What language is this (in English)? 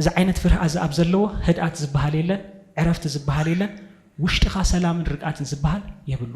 Tigrinya